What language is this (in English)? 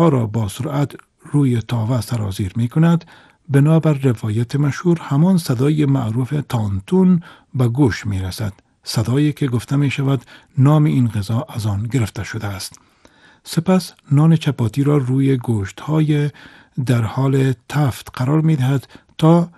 Persian